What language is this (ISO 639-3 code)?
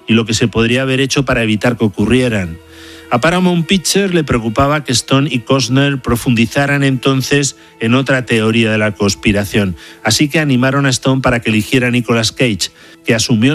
spa